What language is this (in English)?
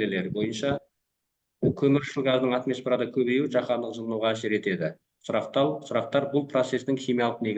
Kazakh